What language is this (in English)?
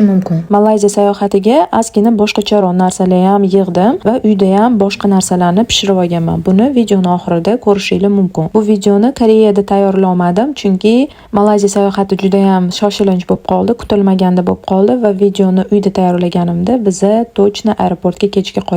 Uzbek